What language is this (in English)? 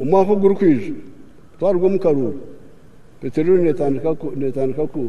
Nyankole